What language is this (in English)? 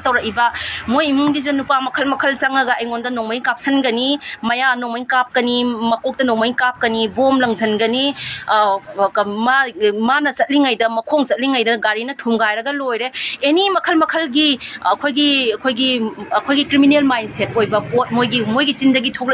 Manipuri